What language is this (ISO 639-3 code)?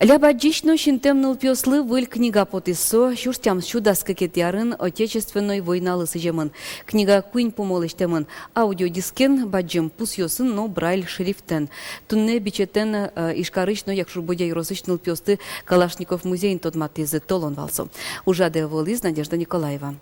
udm